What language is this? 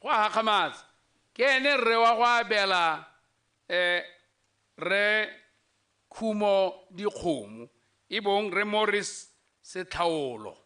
Tswana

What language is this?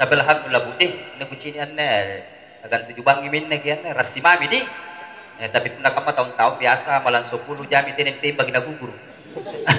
Makasar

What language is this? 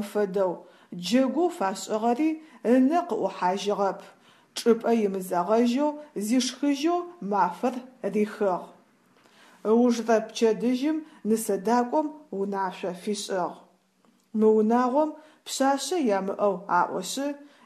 Adyghe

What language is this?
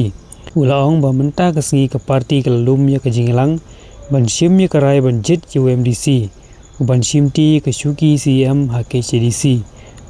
Khasi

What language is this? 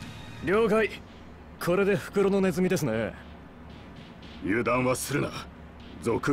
Japanese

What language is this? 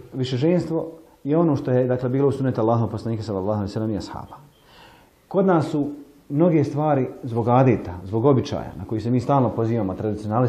Bosnian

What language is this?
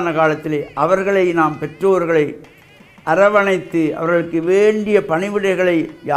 Tamil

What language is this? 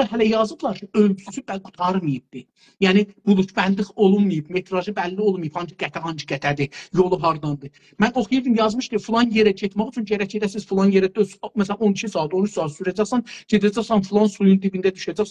South Azerbaijani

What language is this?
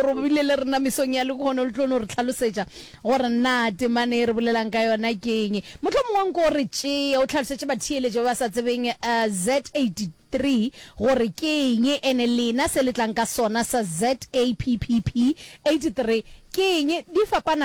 Northern Sotho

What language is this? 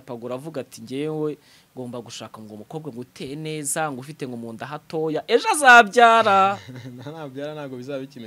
Kinyarwanda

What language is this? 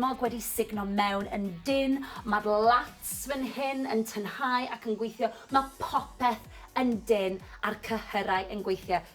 Welsh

